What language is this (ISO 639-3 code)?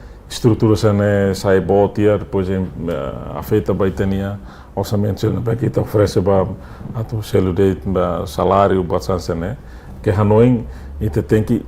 tet